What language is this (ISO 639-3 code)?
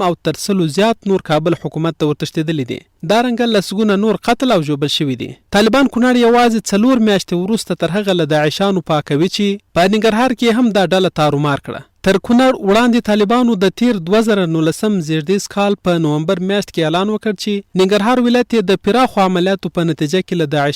pus